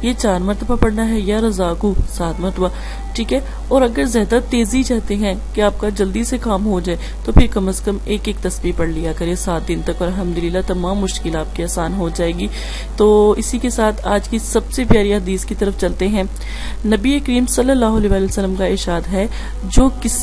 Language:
Urdu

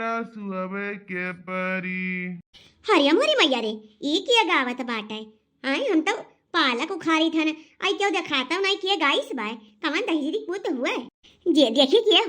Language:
Awadhi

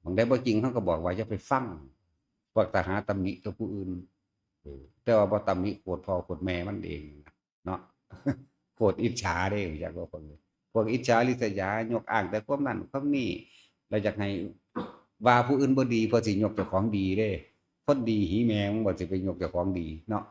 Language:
Northeastern Thai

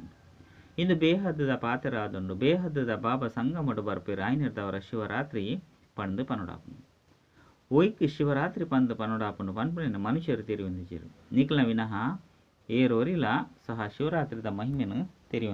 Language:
Tulu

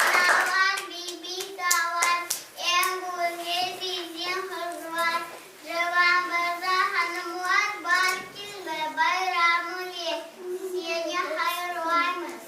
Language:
Crimean Tatar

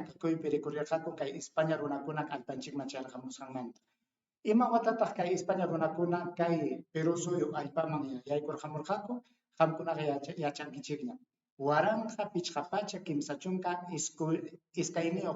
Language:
Ayacucho Quechua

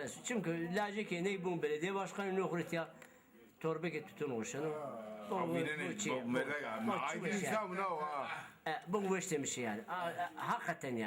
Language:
Zaza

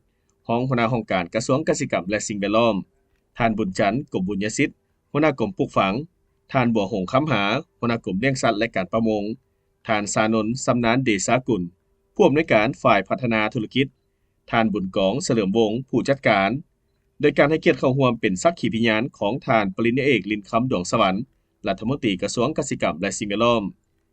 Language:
Lao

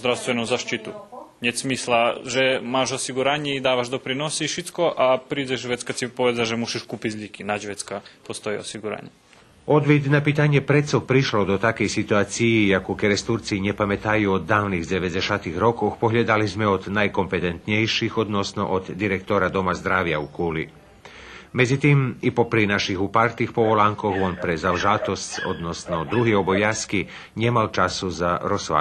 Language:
Rusyn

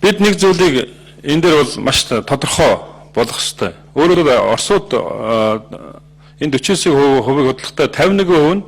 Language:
Mongolian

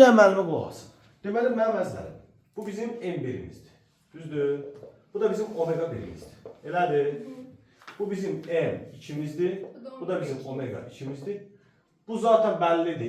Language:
Azerbaijani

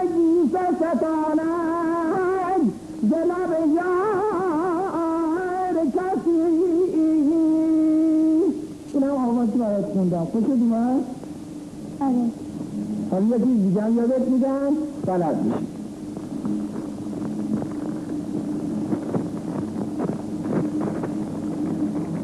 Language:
Persian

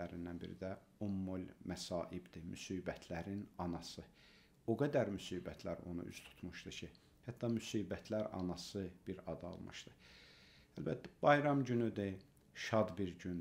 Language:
Azerbaijani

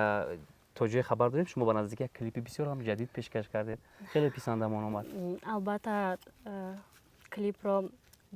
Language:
Tajik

